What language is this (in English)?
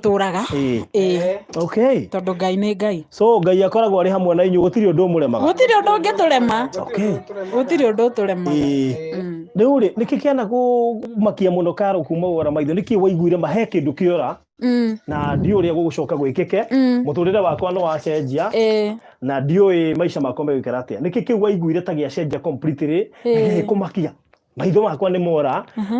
Kikuyu